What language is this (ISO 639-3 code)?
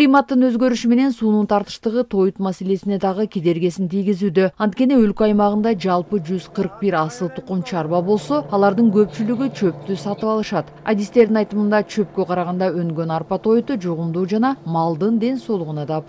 kir